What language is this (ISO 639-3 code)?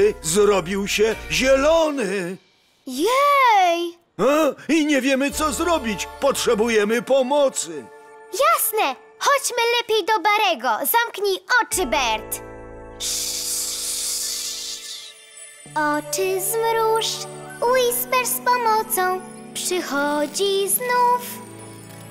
pol